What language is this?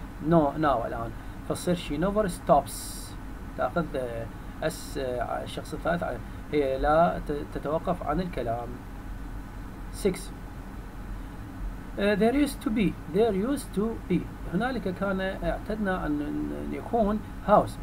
Arabic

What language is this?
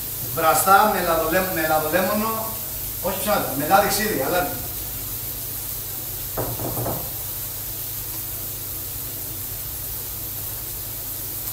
Greek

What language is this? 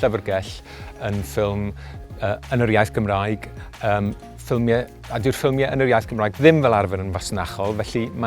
Welsh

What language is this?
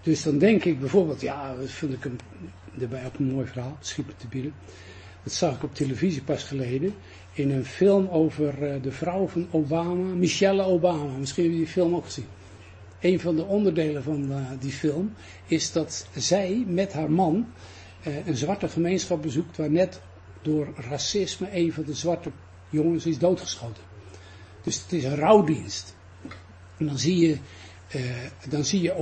Dutch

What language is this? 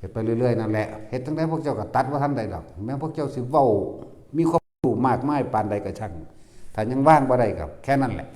Northeastern Thai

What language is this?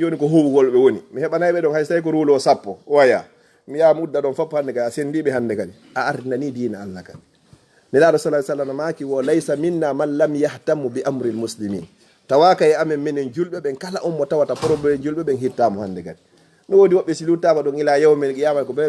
Fula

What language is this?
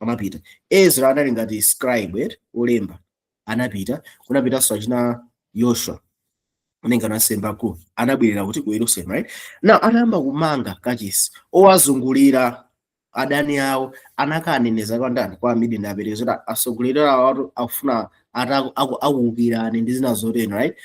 Nyanja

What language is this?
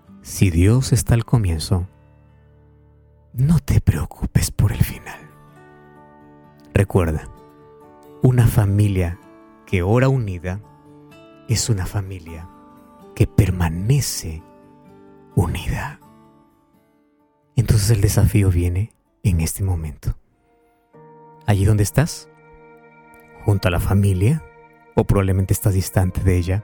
Spanish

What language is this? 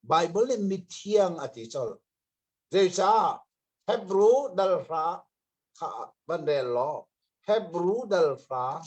Hakha Chin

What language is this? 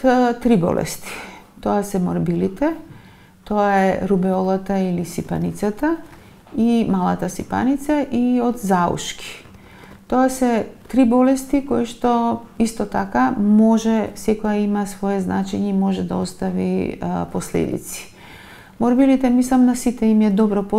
Macedonian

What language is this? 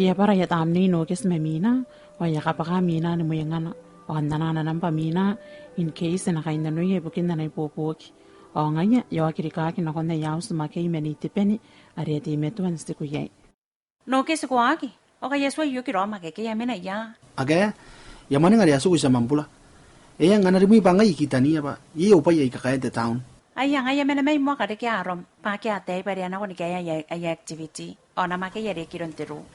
Gilbertese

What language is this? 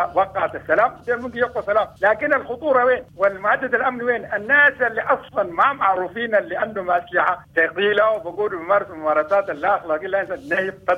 Sudanese Arabic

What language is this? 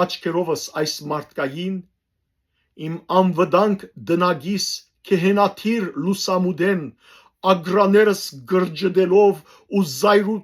Western Armenian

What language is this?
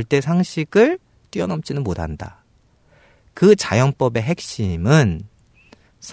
Korean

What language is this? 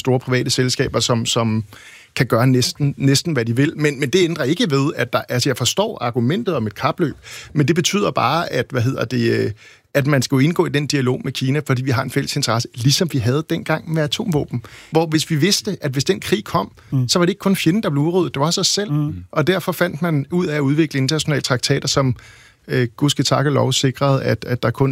Danish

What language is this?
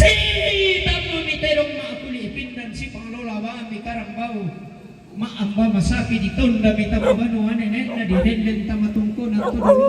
Toraja-Sa'dan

